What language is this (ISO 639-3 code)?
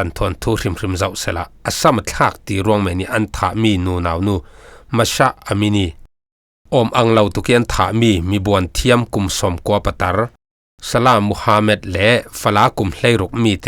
cfm